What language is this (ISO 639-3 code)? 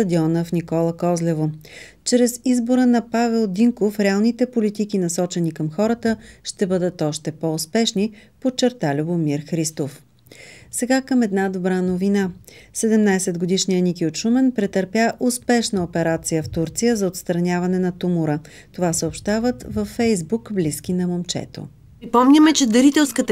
bul